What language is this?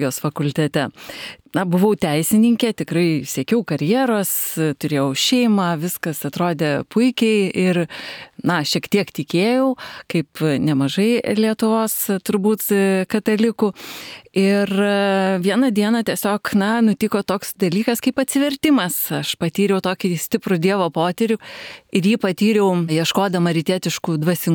Lithuanian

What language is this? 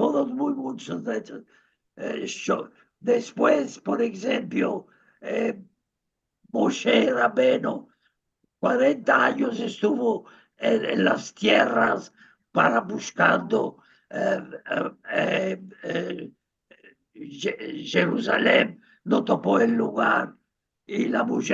Ladino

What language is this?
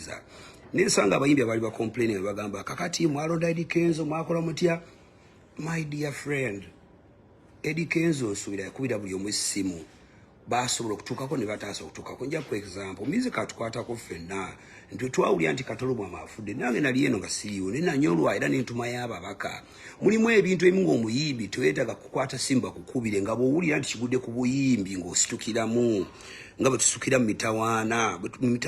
Ganda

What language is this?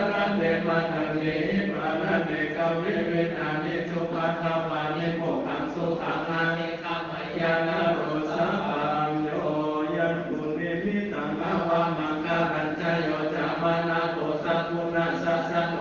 Pali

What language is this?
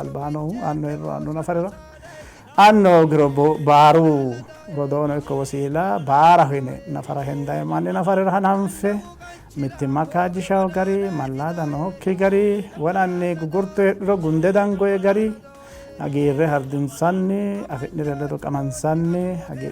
Sidamo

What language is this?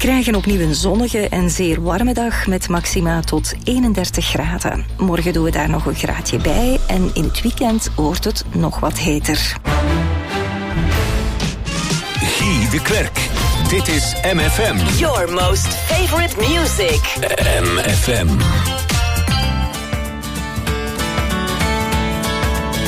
Dutch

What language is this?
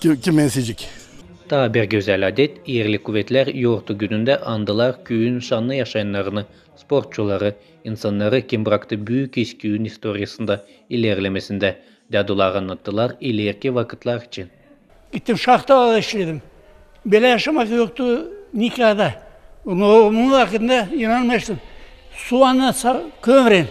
Gagauz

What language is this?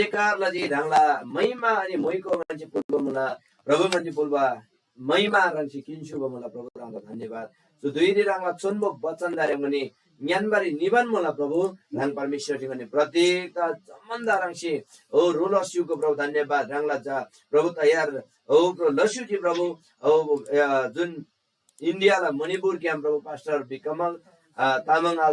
Eastern Tamang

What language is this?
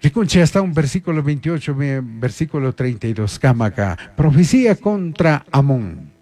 Chimborazo Highland Quichua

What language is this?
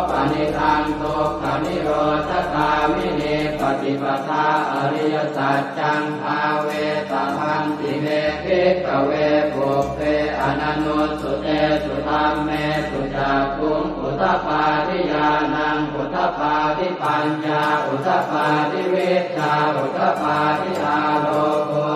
Pali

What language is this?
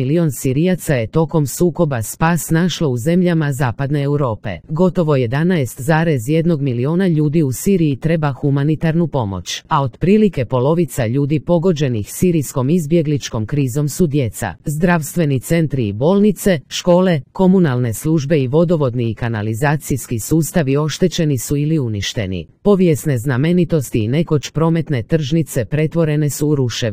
Croatian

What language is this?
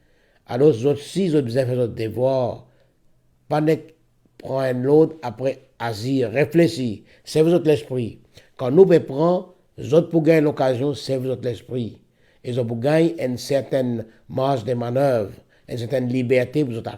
Morisyen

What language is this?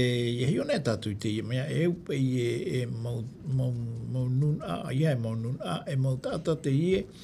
Tahitian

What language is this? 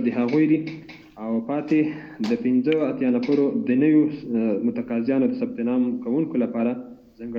Pashto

